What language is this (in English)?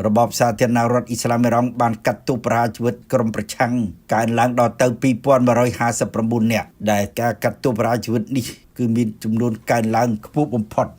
Khmer